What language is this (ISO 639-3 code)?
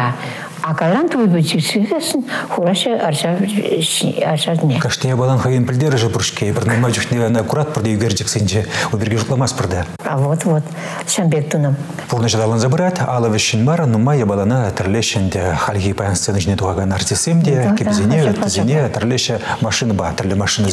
chv